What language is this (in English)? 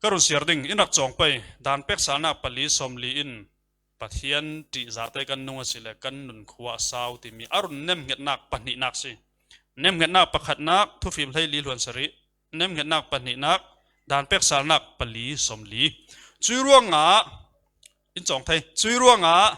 Falam Chin